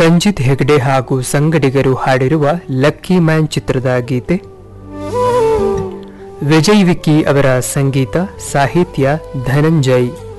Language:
Kannada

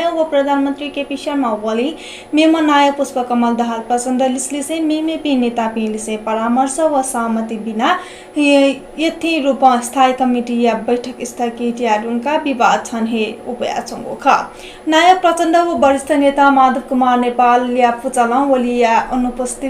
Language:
Newari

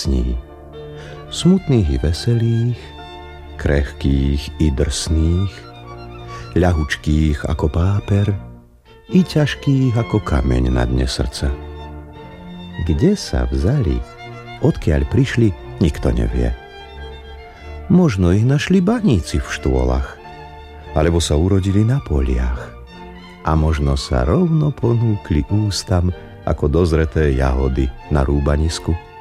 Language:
Slovak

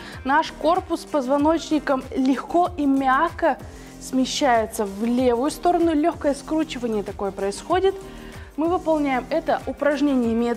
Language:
Russian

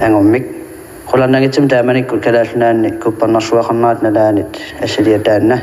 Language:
Kalaallisut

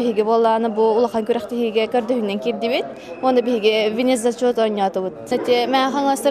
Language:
Yakut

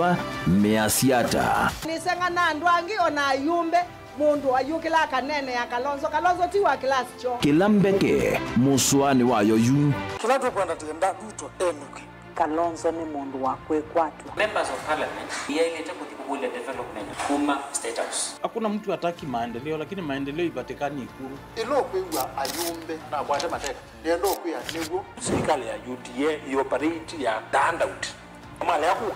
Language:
Kamba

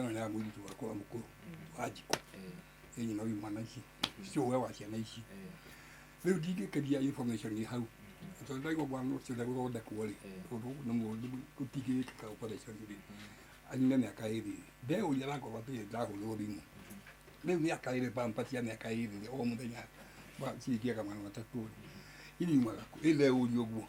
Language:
Kikuyu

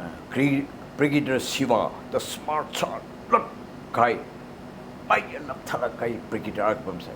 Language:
Tangkhul Naga (India)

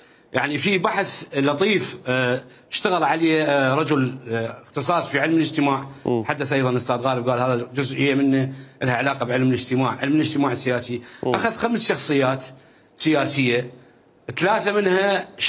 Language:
Mesopotamian Arabic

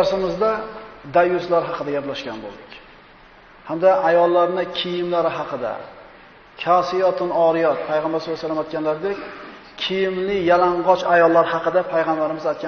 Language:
Uzbek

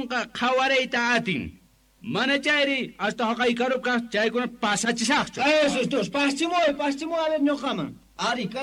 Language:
Quechua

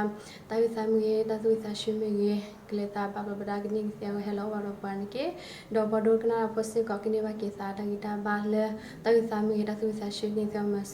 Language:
S'gaw Karen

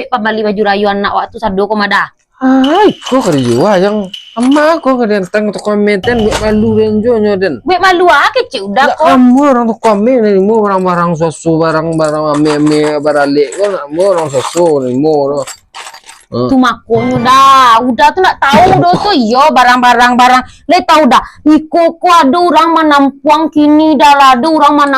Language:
Minangkabau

